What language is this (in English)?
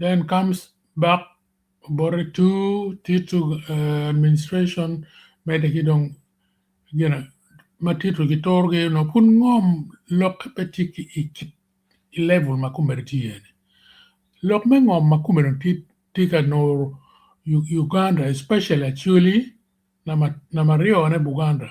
Acoli